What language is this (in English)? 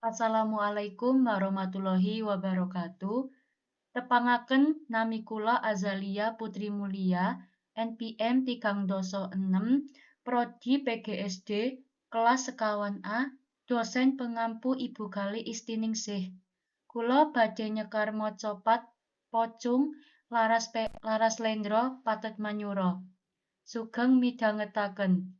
Javanese